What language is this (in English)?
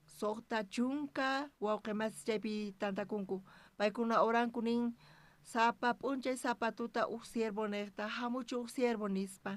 South Bolivian Quechua